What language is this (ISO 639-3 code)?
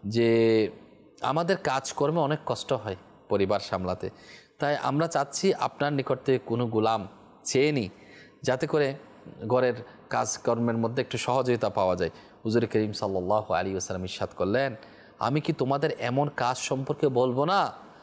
ben